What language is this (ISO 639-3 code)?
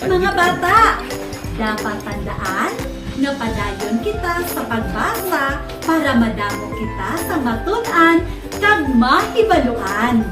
hil